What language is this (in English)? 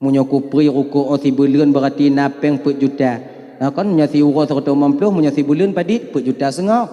Achinese